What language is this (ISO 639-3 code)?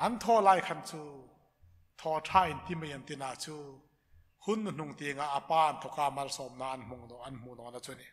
hmr